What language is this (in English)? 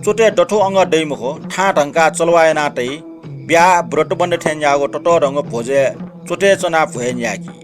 Newari